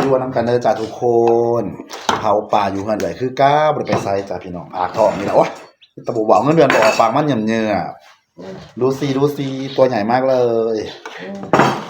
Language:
Northeastern Thai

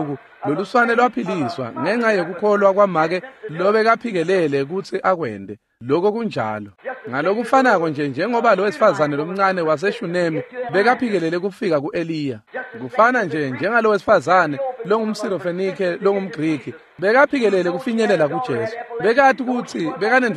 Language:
Swati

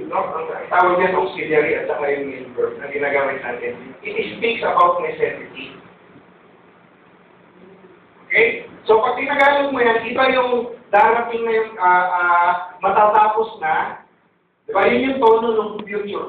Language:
Filipino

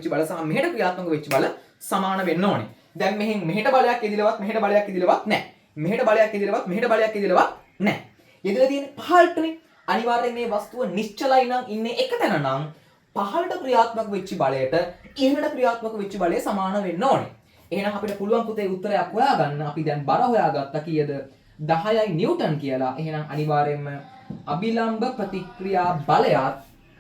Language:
Sinhala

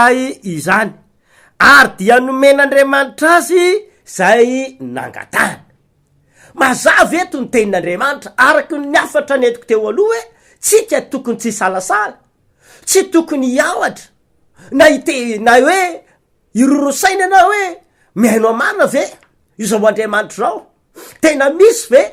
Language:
Malagasy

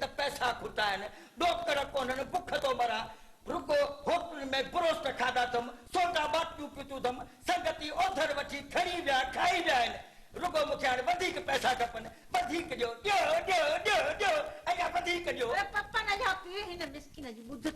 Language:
Sindhi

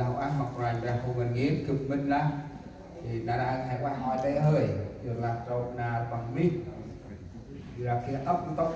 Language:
Central Mnong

